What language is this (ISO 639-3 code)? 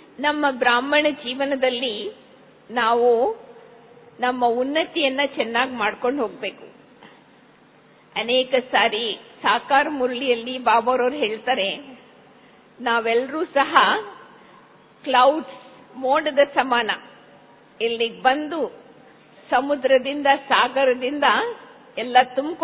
kan